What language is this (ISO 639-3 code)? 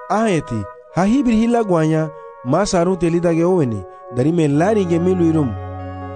cab